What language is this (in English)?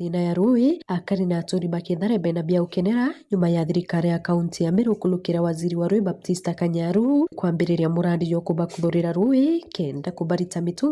Meru